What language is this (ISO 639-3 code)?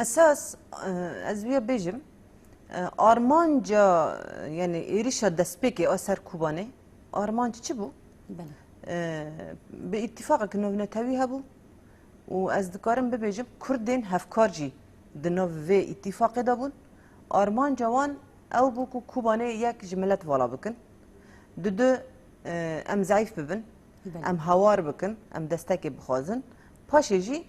kur